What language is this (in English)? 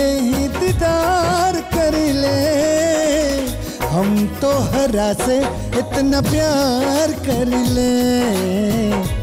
Bhojpuri